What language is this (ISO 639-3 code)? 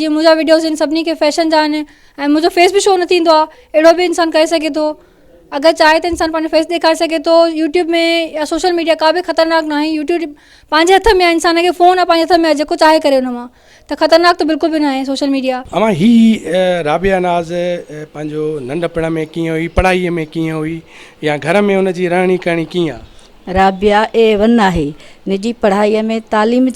snd